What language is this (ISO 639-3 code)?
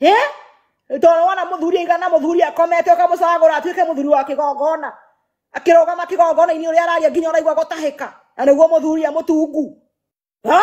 kik